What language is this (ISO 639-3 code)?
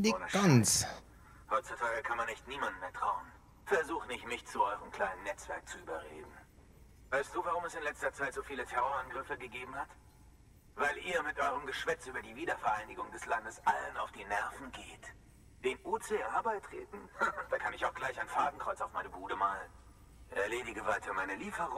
deu